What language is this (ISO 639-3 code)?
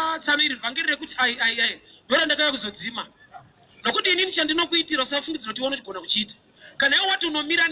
sna